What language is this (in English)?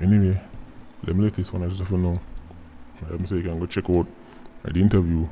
Jamaican Creole English